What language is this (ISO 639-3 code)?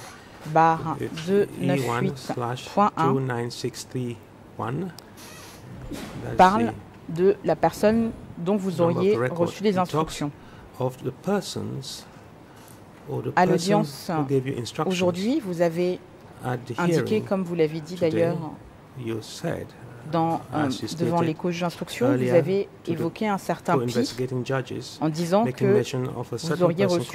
fra